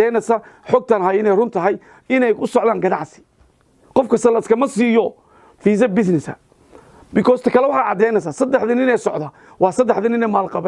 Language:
Somali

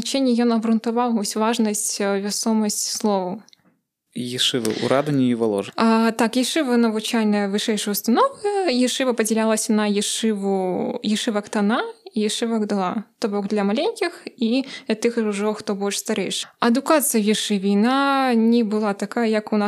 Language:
Belarusian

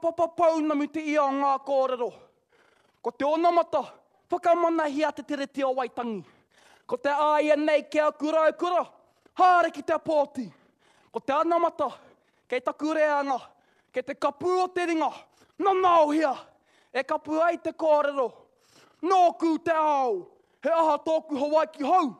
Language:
Māori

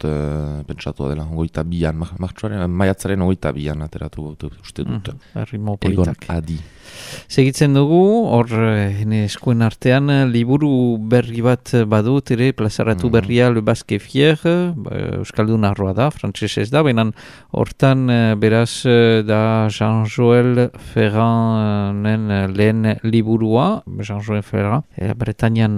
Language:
Basque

